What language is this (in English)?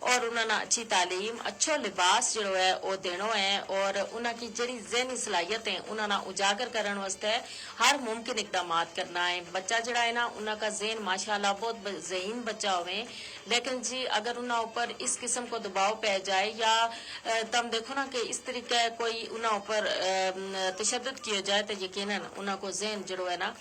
Gujari